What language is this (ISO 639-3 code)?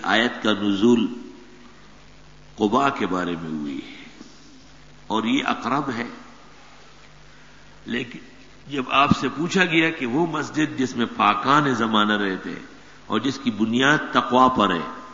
urd